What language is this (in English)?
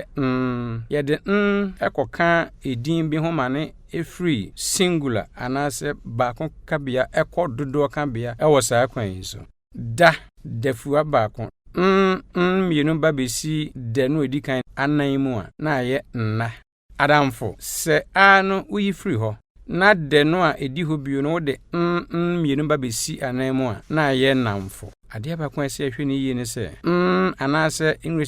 Akan